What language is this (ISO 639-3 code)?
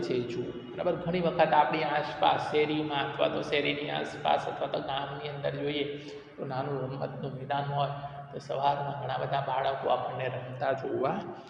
guj